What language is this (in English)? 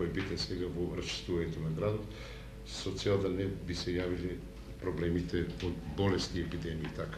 Macedonian